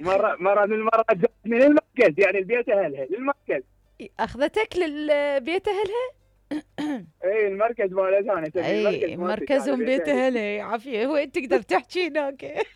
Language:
Mesopotamian Arabic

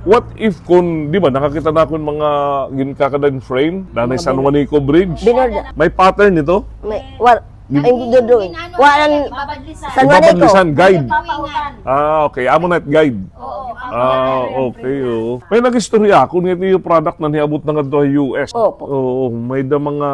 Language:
Waray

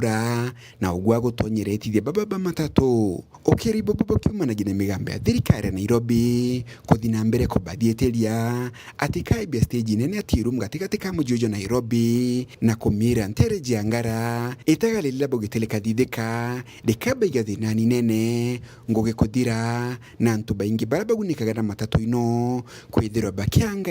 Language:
Meru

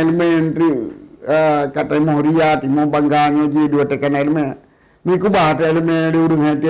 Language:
Achinese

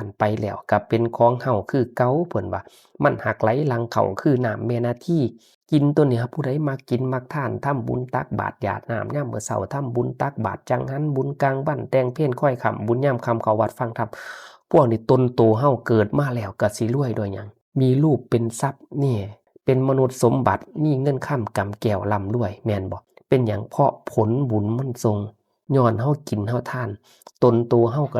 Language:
Northeastern Thai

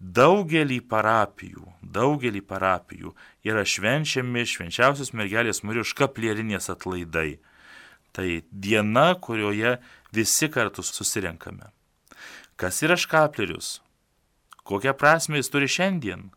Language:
Lithuanian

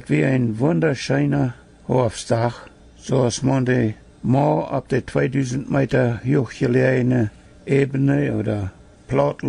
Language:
Plautdietsch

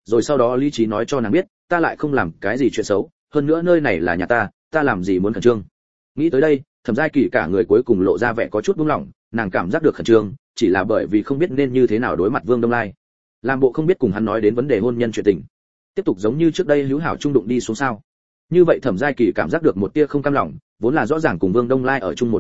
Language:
Vietnamese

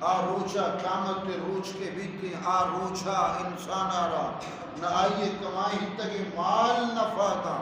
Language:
Eastern Balochi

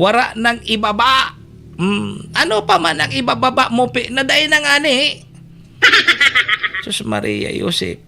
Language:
Bikol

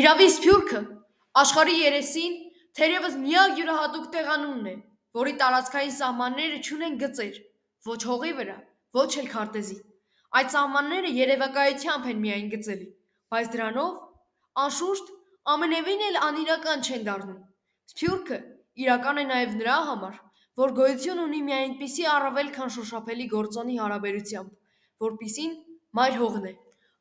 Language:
Armenian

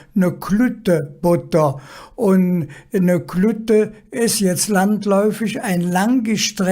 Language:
Colognian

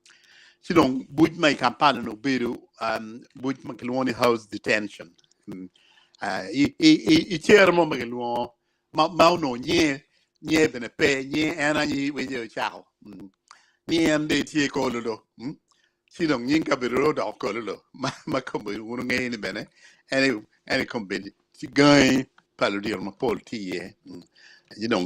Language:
Acoli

